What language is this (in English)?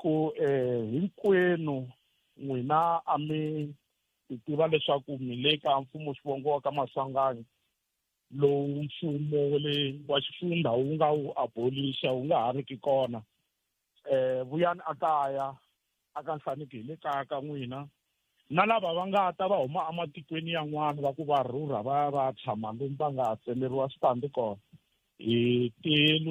Tsonga